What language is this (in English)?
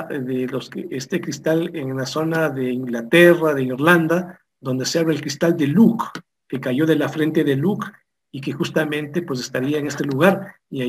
Spanish